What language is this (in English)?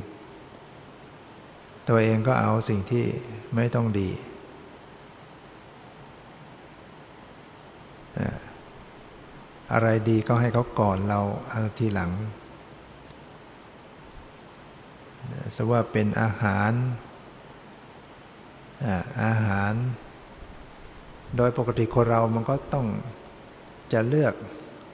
Thai